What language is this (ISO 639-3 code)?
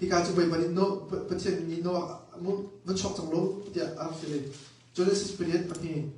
cnh